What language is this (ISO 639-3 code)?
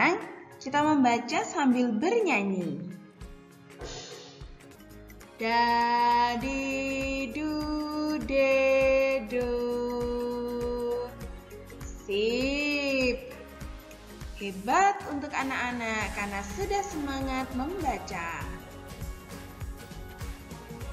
ind